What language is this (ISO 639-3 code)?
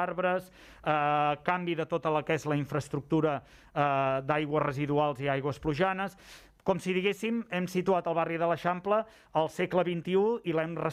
cat